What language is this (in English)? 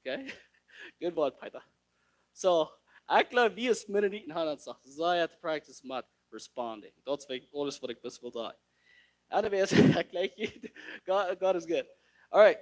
Plautdietsch